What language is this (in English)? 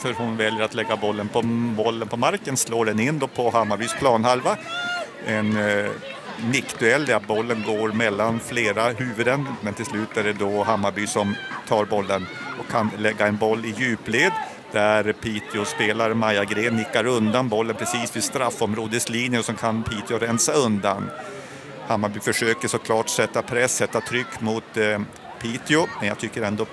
Swedish